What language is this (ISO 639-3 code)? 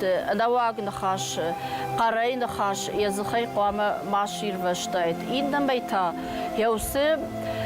oss